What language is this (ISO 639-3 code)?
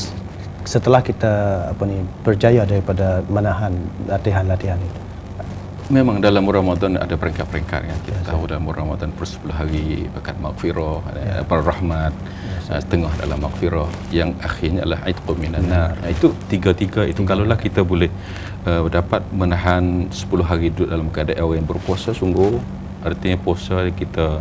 msa